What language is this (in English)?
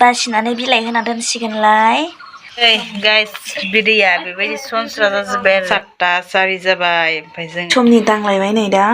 Bodo